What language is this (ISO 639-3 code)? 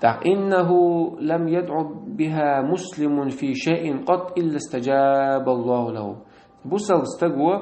che